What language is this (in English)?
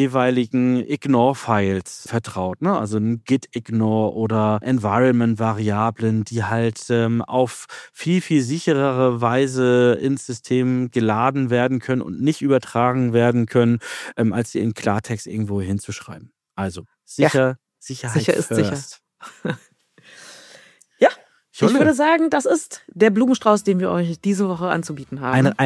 German